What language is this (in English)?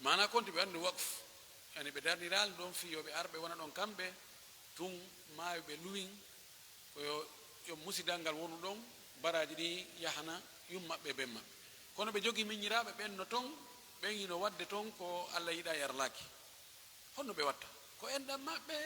Pular